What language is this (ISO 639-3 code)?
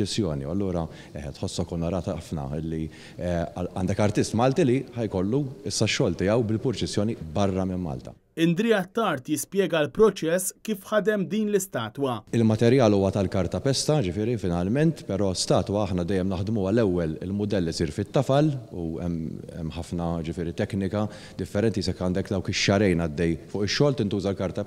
mlt